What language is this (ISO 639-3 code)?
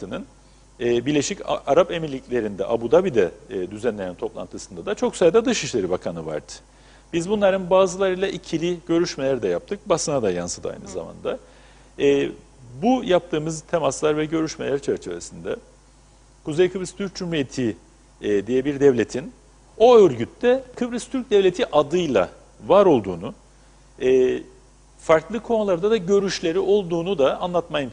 tur